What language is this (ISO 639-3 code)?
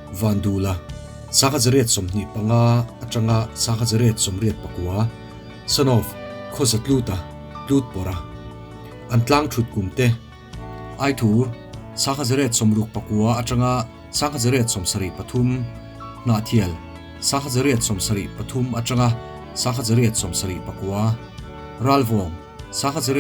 lus